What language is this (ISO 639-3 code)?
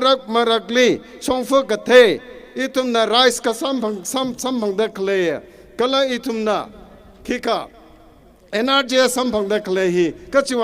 nmf